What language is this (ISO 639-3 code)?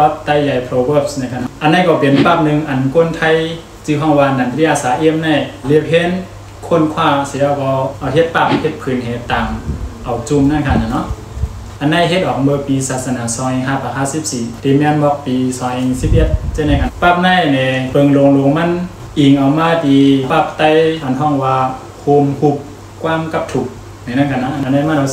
shn